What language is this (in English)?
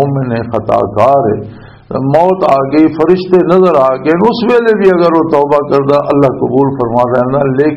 Western Panjabi